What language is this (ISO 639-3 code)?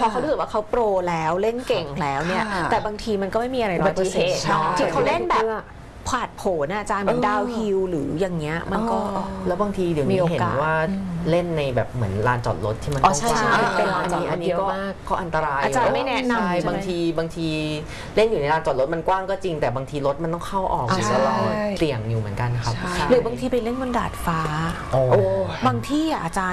tha